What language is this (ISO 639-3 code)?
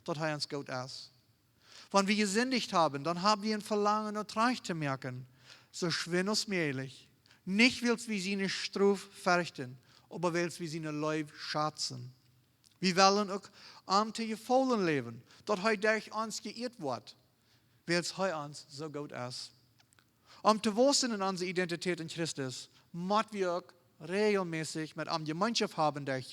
pdt